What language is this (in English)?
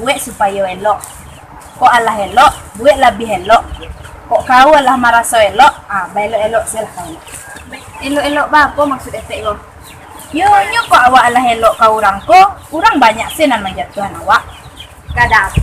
Minangkabau